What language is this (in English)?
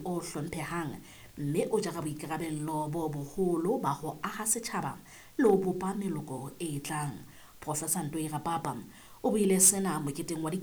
Southern Sotho